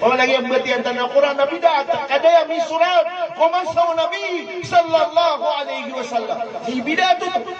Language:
Maranao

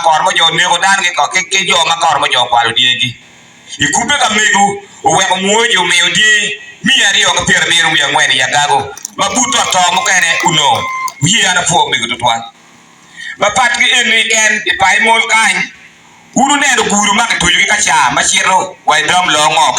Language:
Acoli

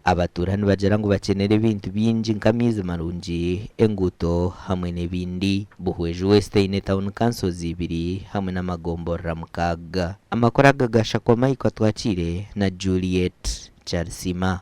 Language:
Nyankole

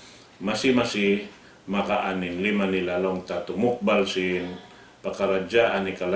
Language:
Tausug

